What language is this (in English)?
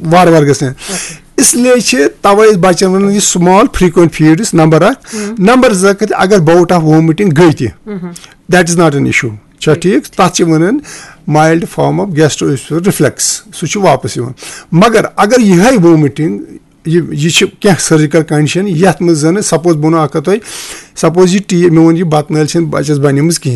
Kashmiri